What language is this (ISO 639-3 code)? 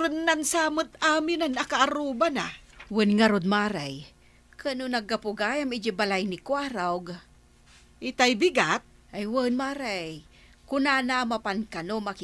ilo